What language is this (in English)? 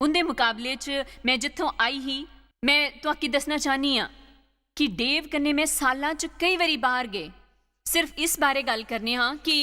Dogri